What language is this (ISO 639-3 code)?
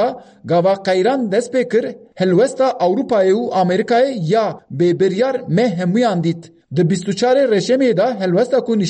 kur